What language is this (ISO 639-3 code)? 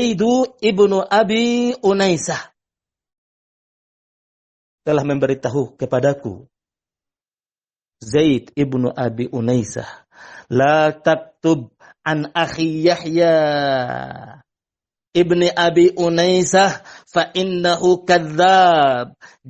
ind